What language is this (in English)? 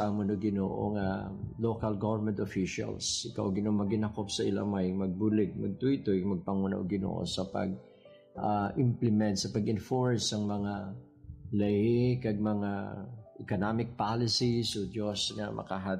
Hiligaynon